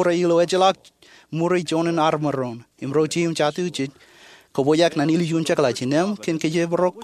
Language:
Marshallese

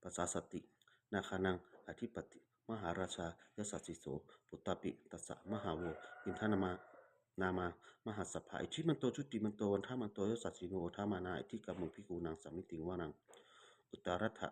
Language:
Pali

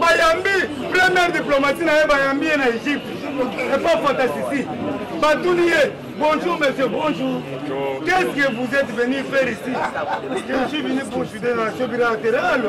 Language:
Lingala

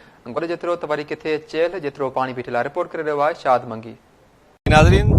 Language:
Sindhi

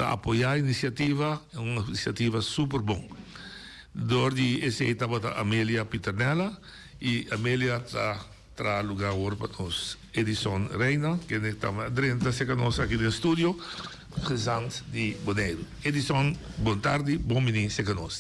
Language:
Papiamento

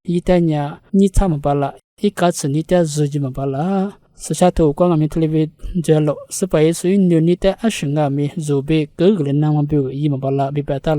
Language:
Lisu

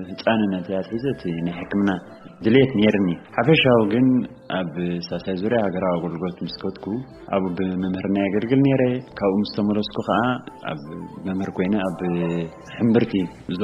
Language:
Tigrinya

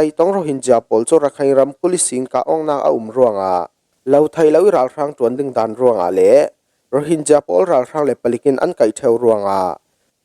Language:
Falam Chin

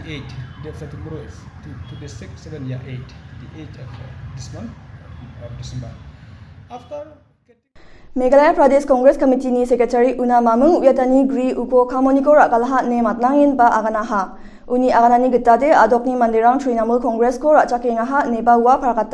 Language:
Garo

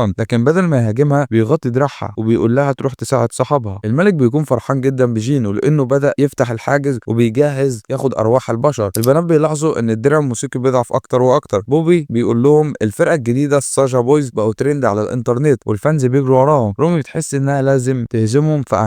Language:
Egyptian Arabic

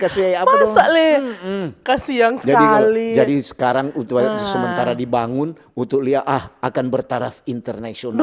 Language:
Manado Malay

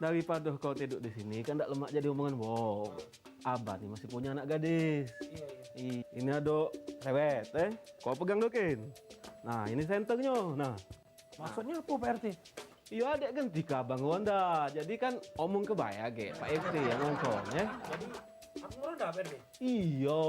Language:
Musi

